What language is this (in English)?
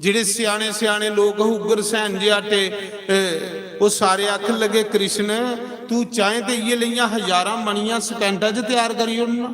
Dogri